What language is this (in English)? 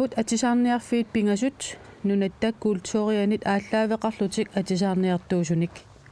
Kalaallisut